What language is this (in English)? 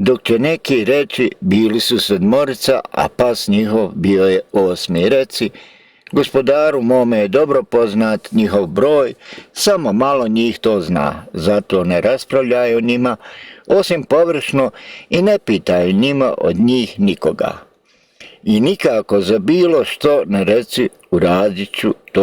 Bosnian